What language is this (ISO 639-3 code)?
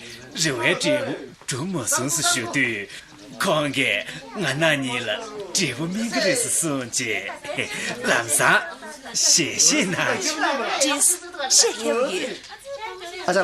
bod